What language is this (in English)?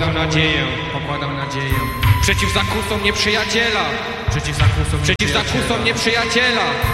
Polish